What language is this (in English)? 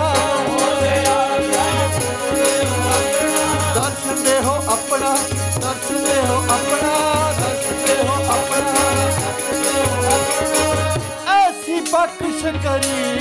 Punjabi